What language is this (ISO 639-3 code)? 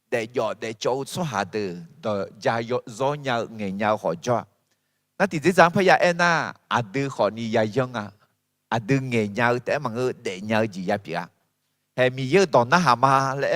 ahk